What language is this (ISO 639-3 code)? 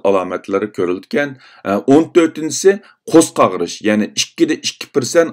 uig